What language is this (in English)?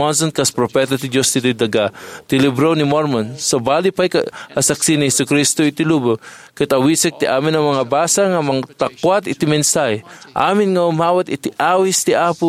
Iloko